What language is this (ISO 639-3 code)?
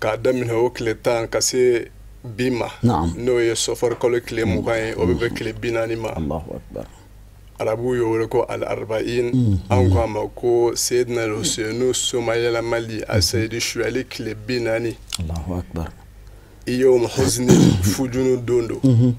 bam